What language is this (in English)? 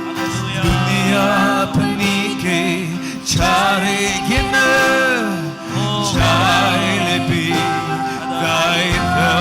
Naga Pidgin